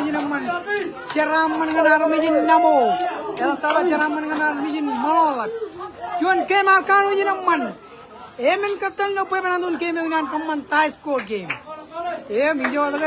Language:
Marshallese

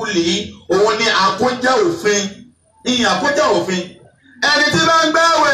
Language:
Yoruba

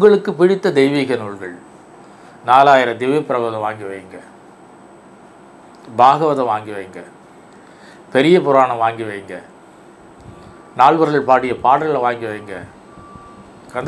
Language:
Tamil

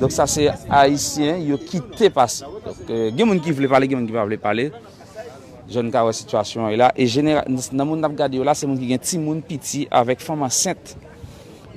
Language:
Haitian Creole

